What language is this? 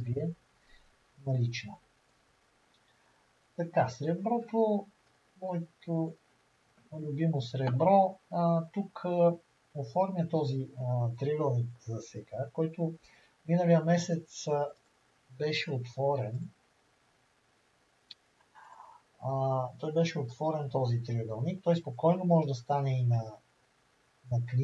Bulgarian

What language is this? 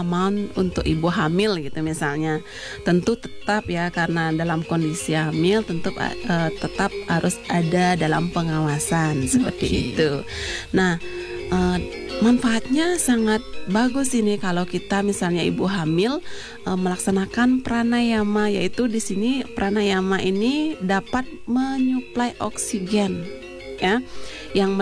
Indonesian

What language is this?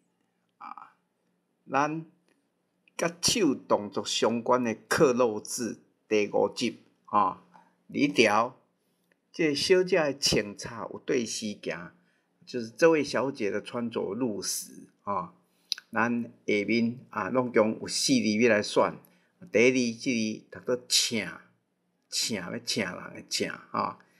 Min Nan Chinese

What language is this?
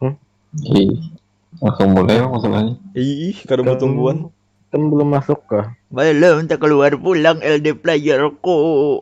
Banjar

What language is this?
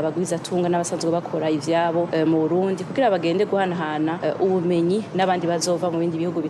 Rundi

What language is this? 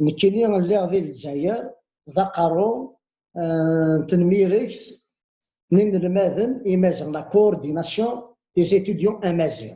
Kabyle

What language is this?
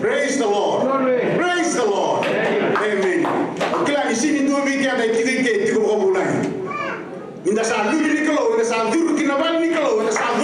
Fijian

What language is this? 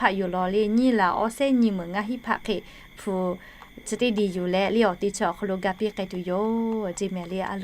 Lahu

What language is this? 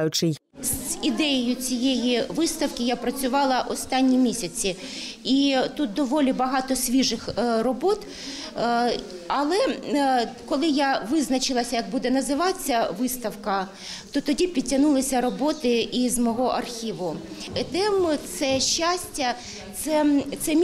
Ukrainian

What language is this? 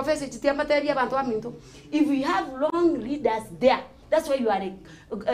Gusii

